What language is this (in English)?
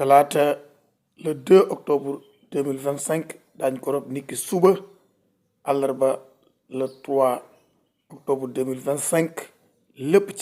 Wolof